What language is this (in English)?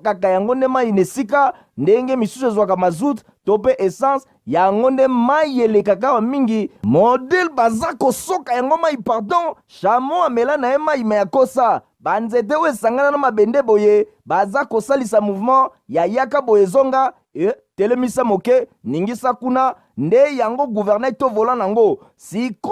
Lingala